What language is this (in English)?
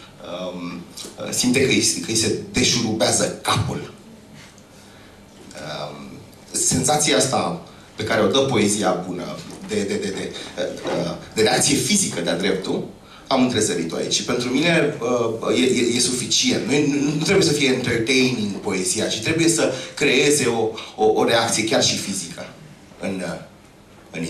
Romanian